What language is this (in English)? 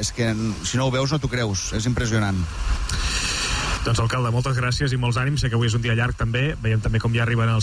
Catalan